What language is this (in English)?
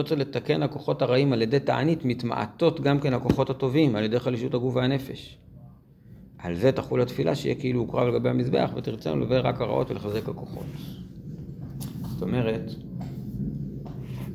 Hebrew